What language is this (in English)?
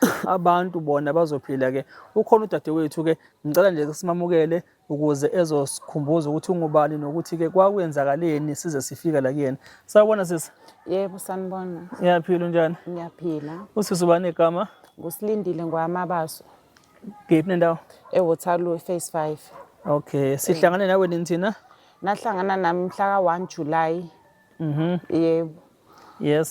Zulu